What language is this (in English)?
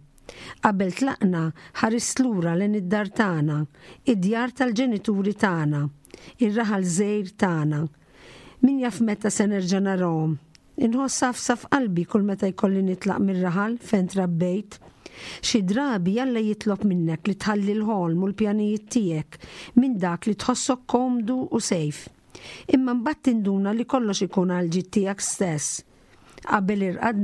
Maltese